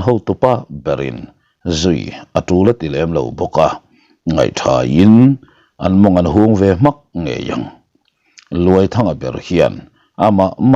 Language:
Mizo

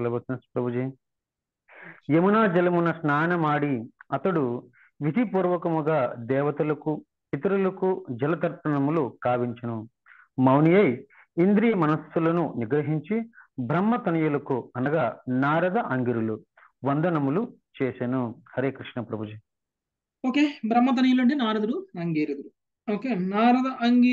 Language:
Telugu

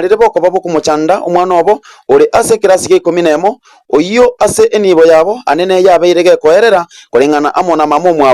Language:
Gusii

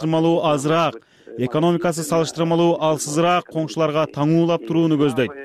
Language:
Kyrgyz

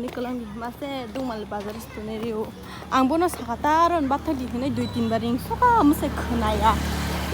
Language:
Kok Borok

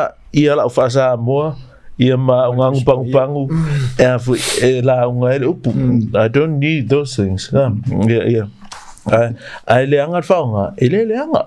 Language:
Samoan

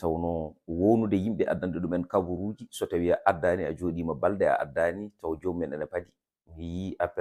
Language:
Fula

